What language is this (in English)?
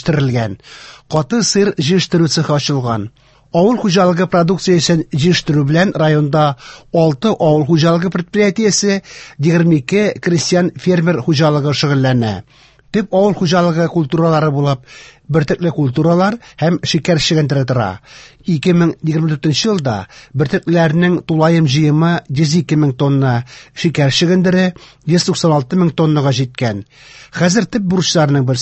Tatar